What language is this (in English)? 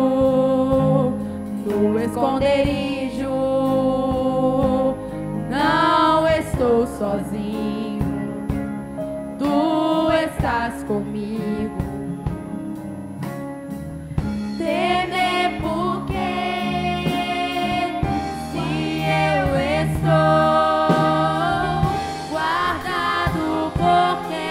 Portuguese